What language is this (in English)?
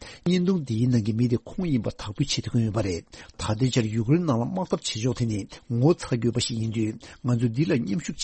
Tibetan